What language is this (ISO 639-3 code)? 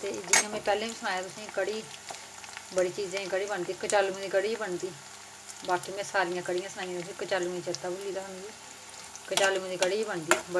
doi